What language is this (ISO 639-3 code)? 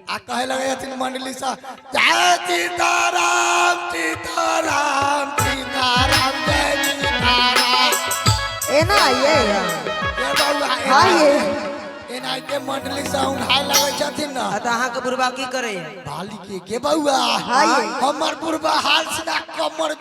mai